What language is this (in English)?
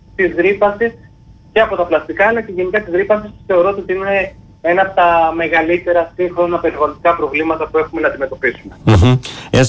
Greek